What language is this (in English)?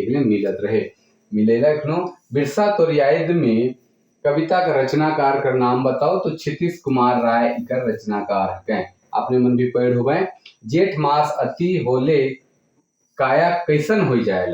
Sadri